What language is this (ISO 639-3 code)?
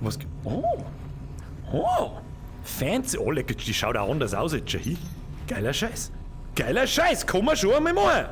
bar